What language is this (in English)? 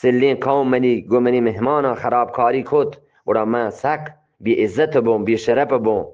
Eastern Balochi